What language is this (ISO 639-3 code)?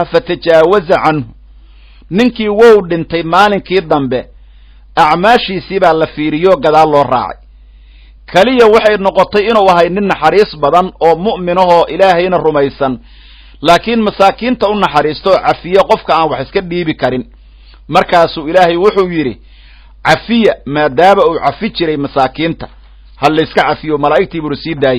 som